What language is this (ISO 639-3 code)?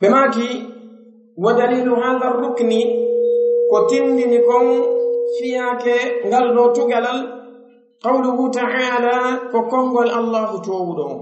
fuf